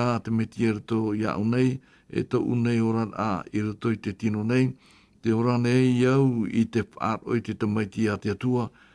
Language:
Tahitian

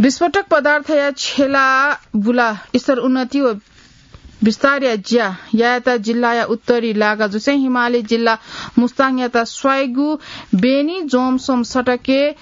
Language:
Newari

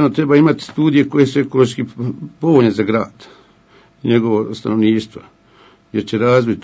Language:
Bosnian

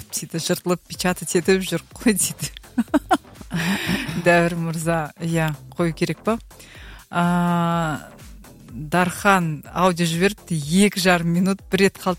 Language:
Kazakh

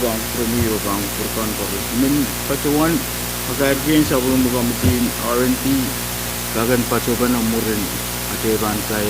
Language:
Pohnpeian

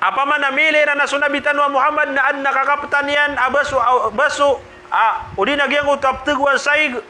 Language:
Maranao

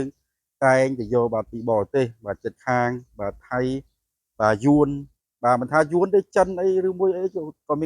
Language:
Khmer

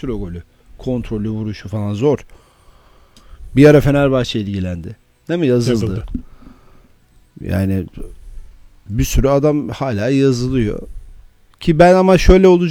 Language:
Turkish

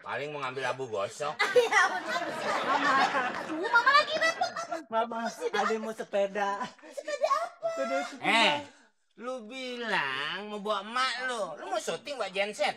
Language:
Betawi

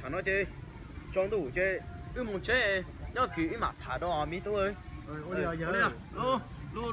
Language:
Hmong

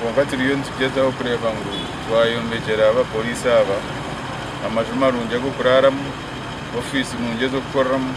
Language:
Nyankole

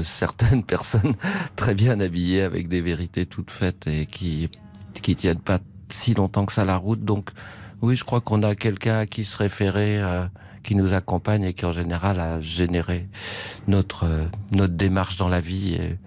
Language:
French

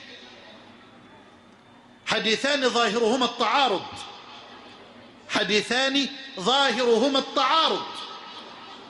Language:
Arabic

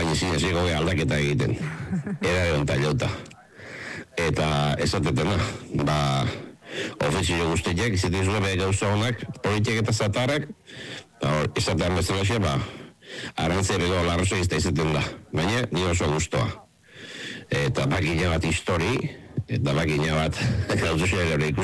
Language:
Basque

